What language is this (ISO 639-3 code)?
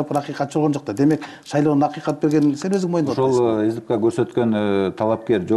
kir